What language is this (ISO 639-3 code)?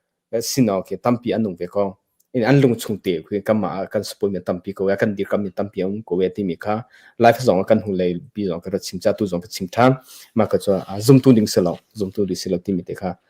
cnh